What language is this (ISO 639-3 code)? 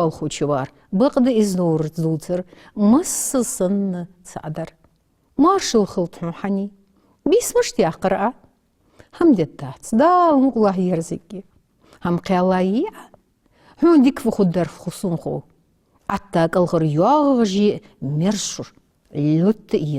inh